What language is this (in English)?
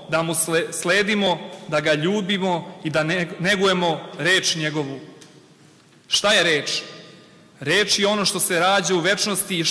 Serbian